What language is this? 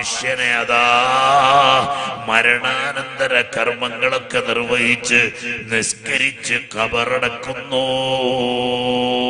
Malayalam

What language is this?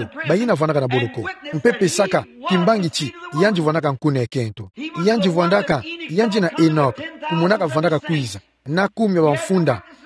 Kituba (Democratic Republic of Congo)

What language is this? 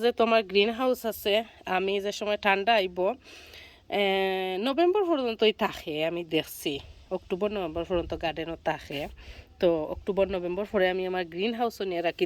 Sylheti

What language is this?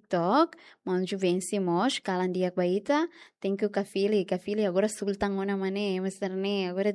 Tetum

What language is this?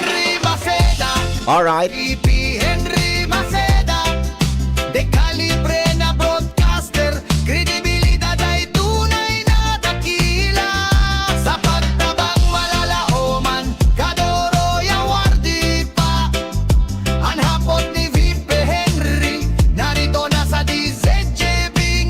Bikol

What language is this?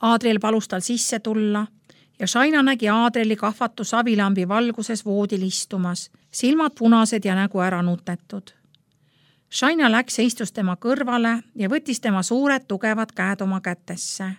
Estonian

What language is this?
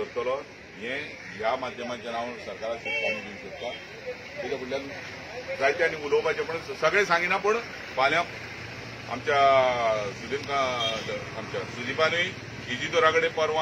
Konkani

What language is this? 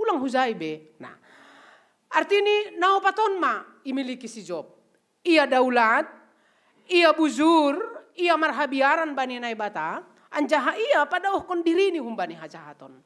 Batak Simalungun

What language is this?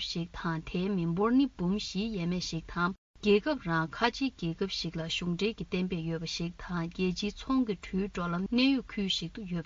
Tibetan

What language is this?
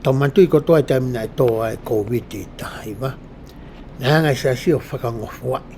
Tongan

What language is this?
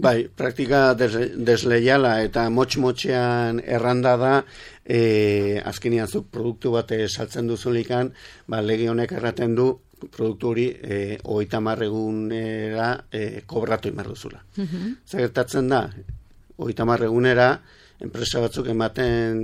Basque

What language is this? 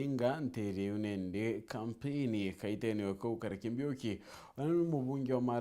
Meru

